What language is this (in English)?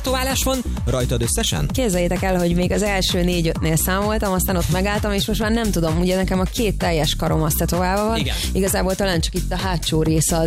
Hungarian